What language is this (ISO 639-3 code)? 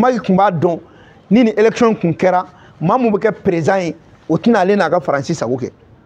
bam